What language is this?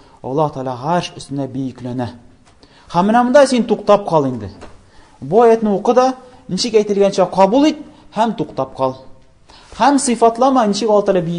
Tatar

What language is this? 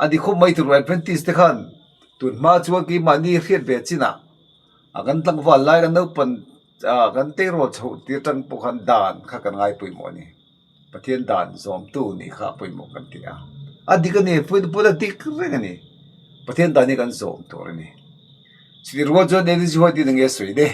Mizo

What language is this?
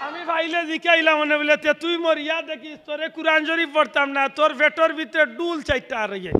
Sylheti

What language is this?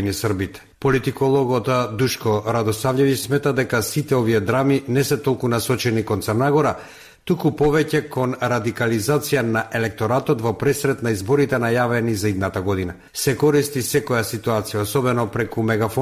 Macedonian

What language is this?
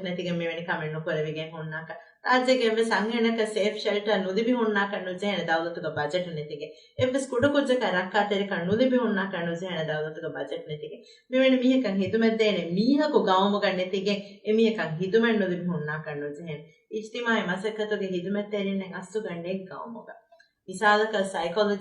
Divehi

